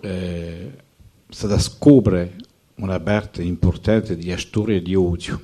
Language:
Corsican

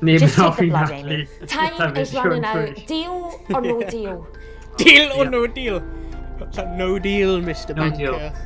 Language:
Welsh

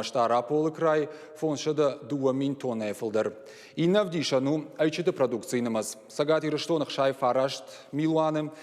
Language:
Ossetic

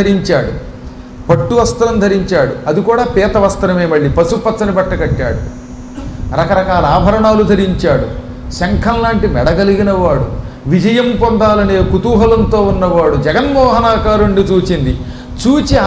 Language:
Telugu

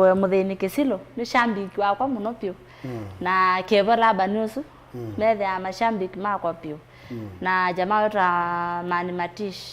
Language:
Kamba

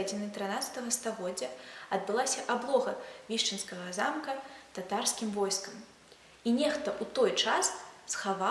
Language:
Belarusian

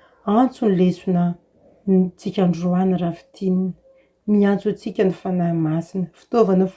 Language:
Malagasy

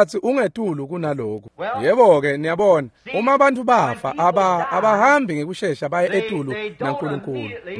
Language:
Swati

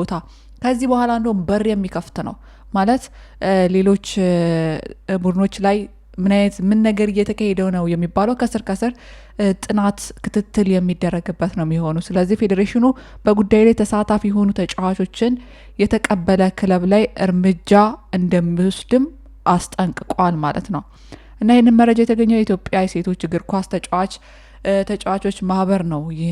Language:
Amharic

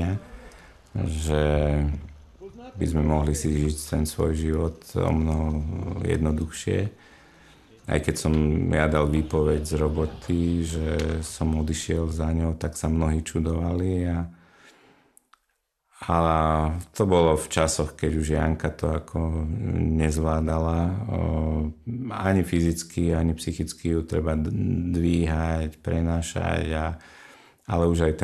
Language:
Slovak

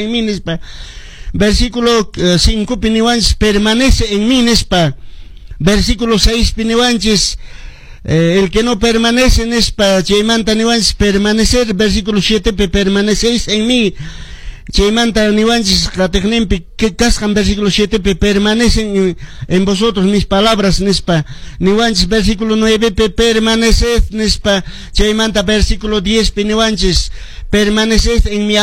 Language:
Quechua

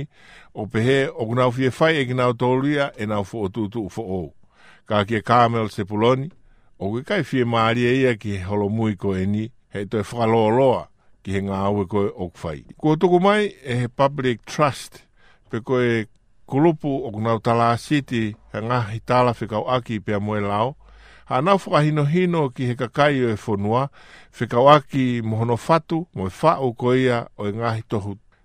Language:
Tongan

